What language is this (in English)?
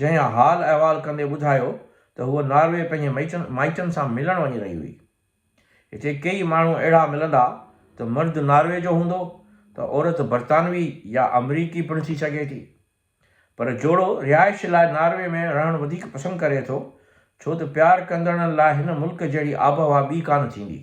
Sindhi